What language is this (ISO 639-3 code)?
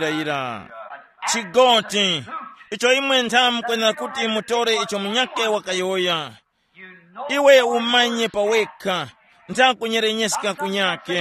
tum